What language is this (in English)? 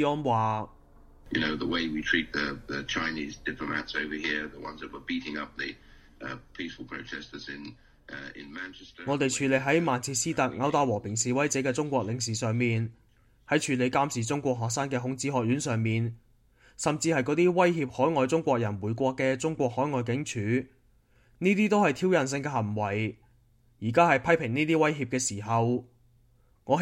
Cantonese